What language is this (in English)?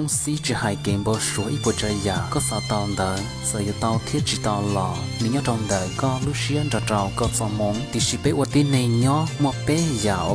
Hmong